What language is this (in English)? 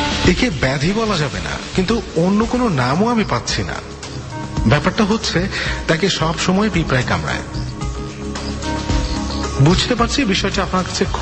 Bangla